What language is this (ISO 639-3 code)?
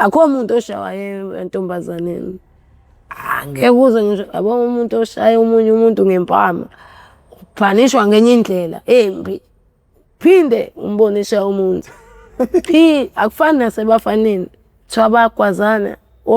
zul